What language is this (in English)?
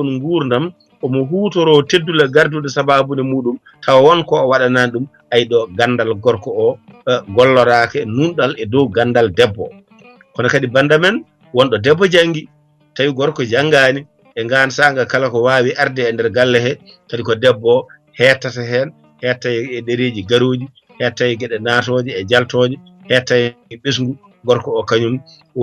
Fula